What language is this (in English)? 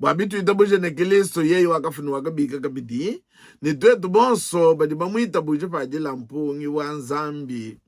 Luba-Lulua